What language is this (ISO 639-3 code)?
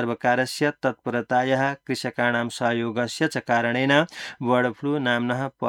san